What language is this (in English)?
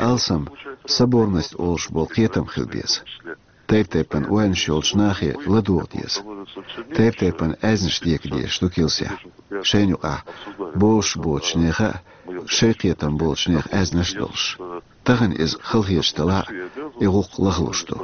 Chechen